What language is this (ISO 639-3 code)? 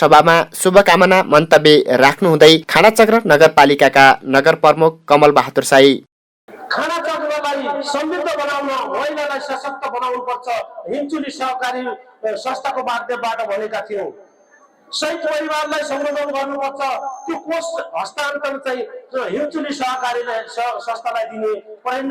nep